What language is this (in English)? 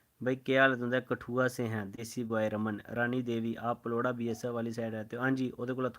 Dogri